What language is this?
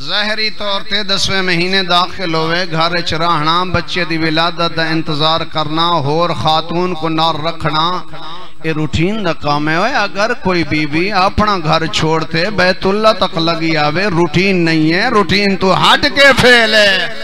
Saraiki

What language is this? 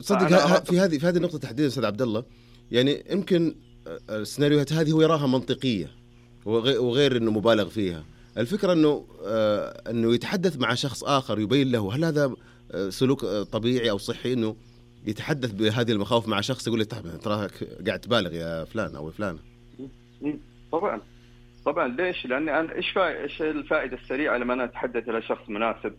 Najdi Arabic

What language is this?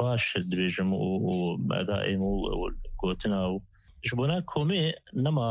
Kurdish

